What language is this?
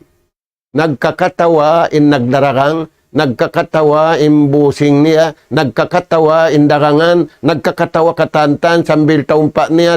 Tausug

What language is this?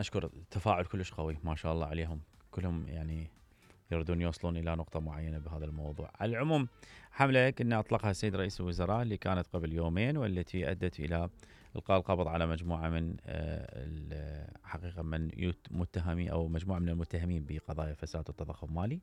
Mesopotamian Arabic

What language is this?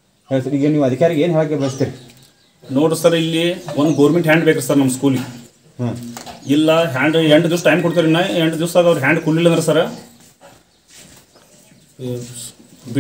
Kannada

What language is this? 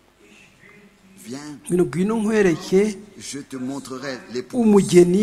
Kinyarwanda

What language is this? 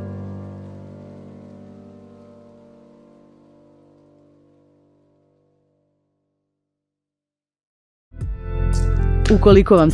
Bosnian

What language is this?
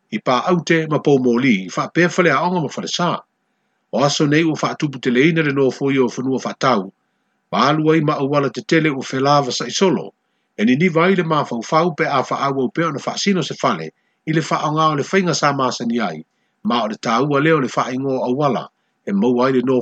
Samoan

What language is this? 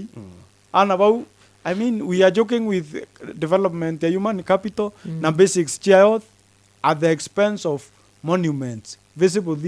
Meru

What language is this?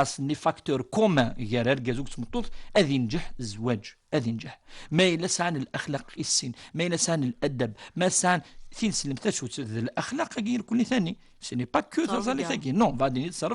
Kabyle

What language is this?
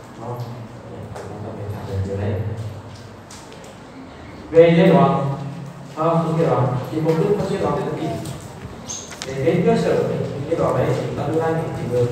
Vietnamese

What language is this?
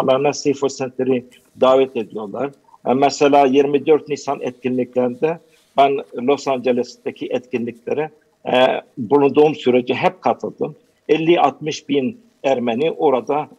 Turkish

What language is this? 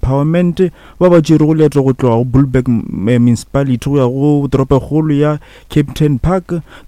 Northern Sotho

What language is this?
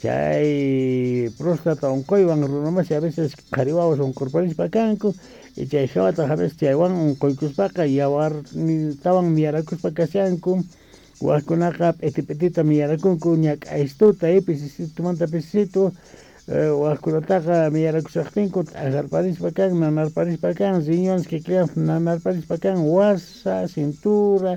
South Bolivian Quechua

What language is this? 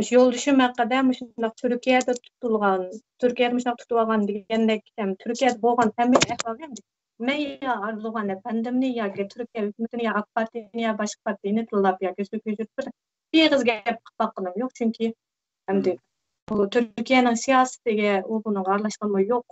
Uyghur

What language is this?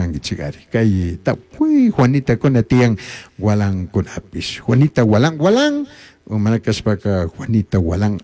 Chimborazo Highland Quichua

